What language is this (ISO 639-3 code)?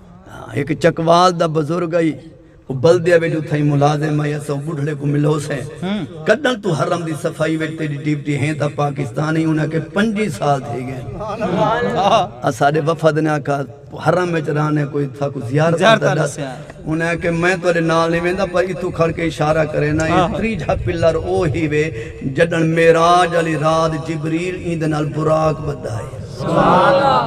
skr